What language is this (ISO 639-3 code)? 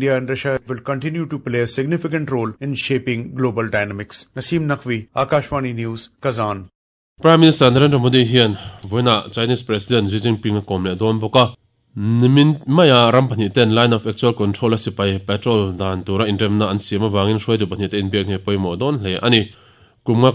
lus